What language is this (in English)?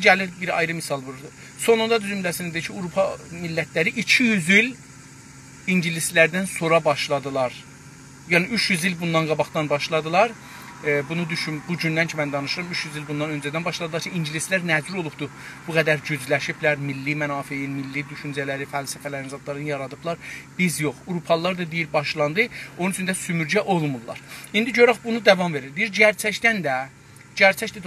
South Azerbaijani